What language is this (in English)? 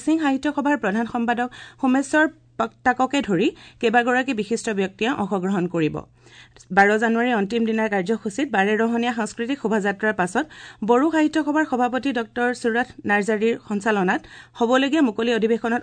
Assamese